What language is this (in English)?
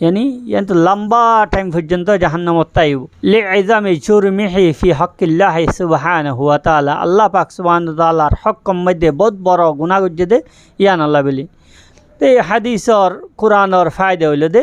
Rohingya